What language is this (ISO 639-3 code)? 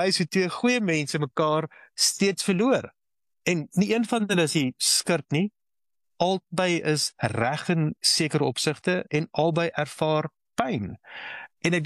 afr